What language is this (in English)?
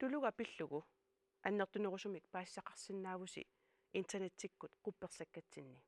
Kalaallisut